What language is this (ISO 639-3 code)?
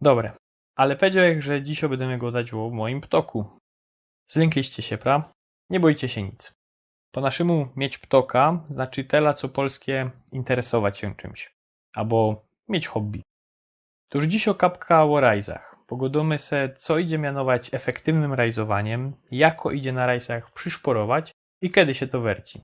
szl